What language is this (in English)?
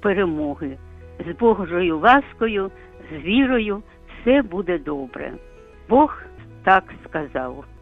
Ukrainian